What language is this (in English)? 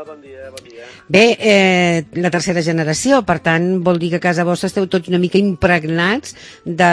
Catalan